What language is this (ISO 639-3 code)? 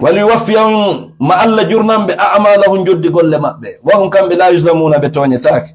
ful